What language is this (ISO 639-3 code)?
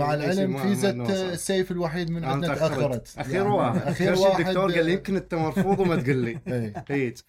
acm